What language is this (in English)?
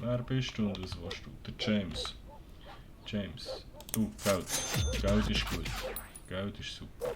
Swiss German